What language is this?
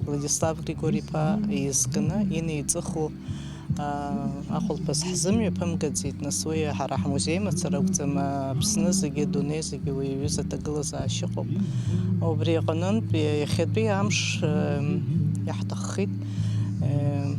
Abkhazian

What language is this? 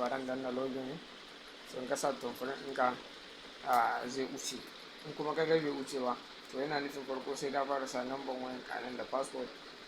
Hausa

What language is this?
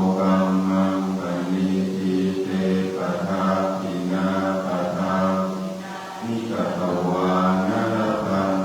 Pali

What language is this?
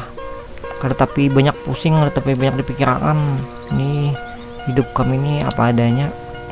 Banjar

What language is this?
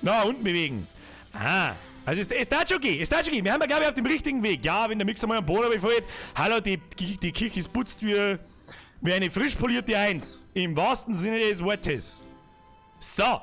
Bavarian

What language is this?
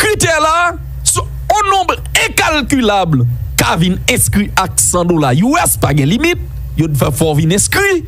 Haitian Creole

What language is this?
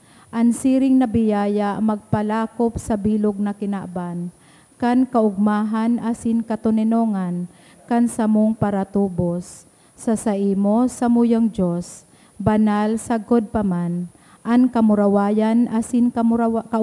Bikol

